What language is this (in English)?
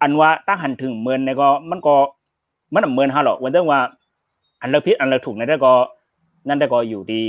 Shan